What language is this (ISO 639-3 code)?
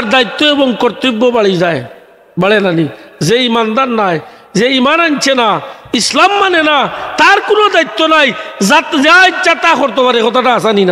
syl